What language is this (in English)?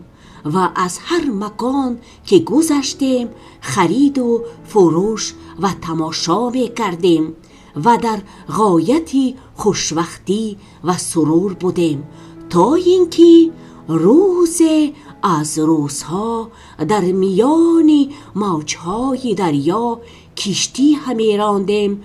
Tajik